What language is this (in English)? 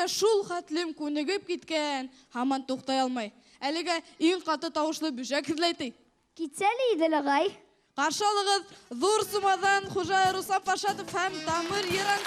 Bashkir